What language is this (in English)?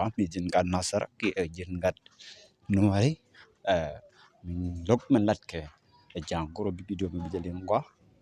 Nuer